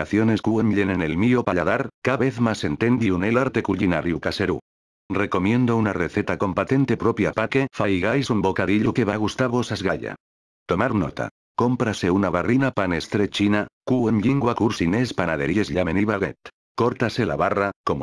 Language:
Asturian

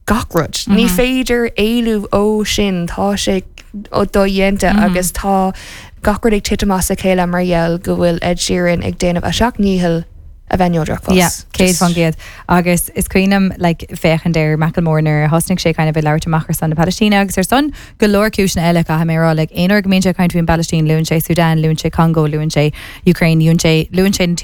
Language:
Irish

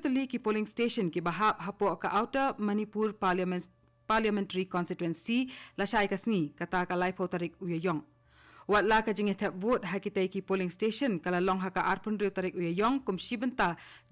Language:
Khasi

